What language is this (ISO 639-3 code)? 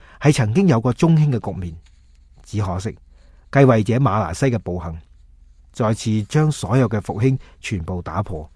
yue